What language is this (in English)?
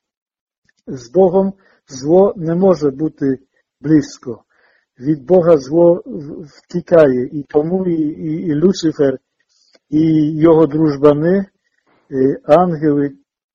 Ukrainian